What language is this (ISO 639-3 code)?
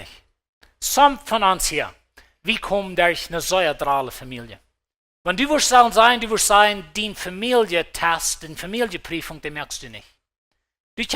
pdt